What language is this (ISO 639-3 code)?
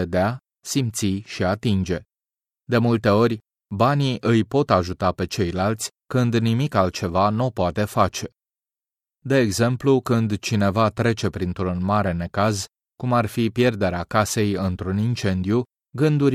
ron